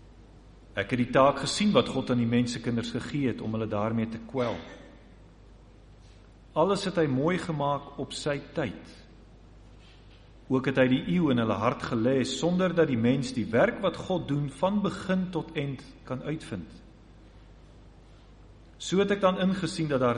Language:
Afrikaans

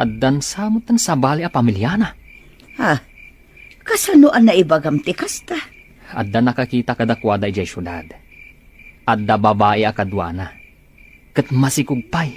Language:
Iloko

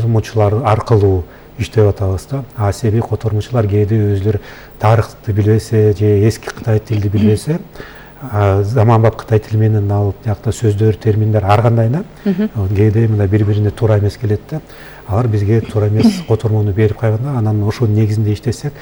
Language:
Kyrgyz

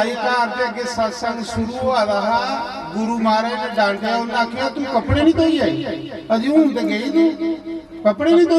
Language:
Dogri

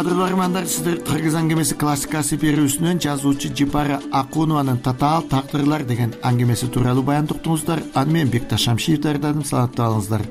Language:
Kyrgyz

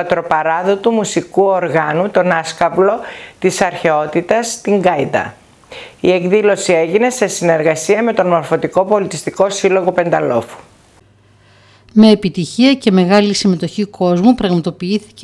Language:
Greek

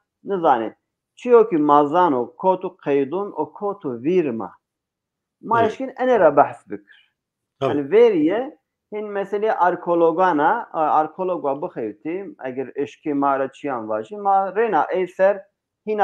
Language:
Zaza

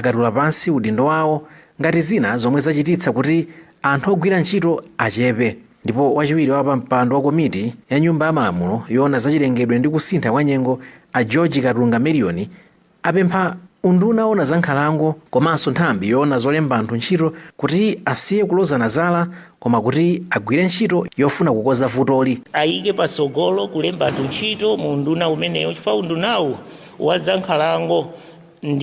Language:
Nyanja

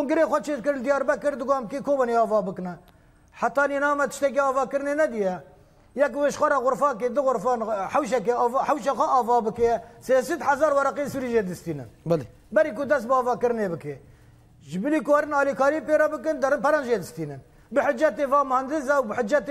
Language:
Kurdish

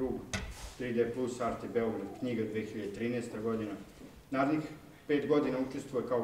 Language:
Serbian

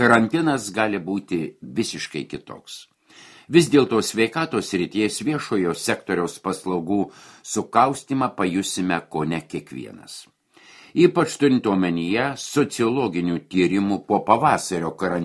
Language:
Lithuanian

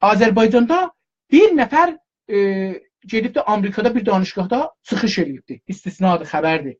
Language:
South Azerbaijani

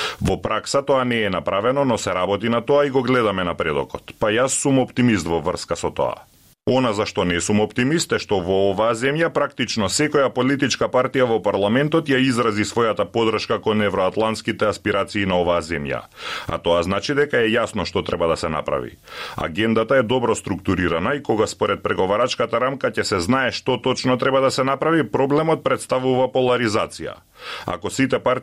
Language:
Macedonian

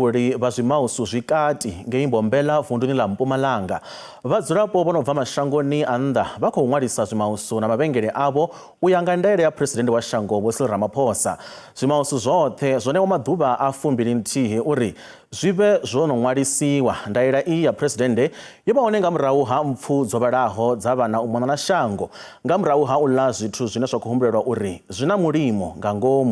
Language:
Venda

